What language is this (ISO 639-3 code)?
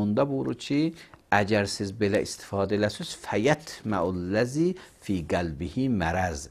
aze